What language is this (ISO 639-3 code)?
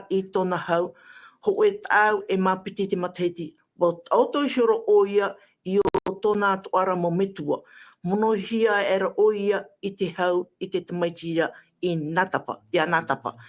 tah